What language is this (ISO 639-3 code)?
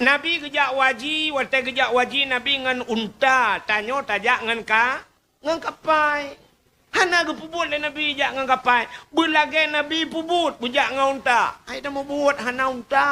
ace